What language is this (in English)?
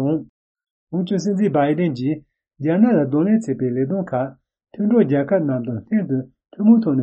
Tibetan